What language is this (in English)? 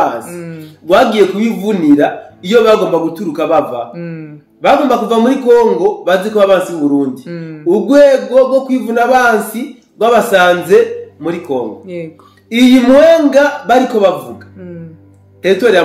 Rundi